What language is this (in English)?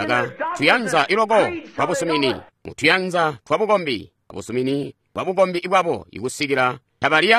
Tonga (Zambia)